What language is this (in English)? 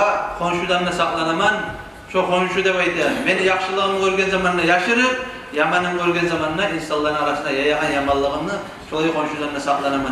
Kumyk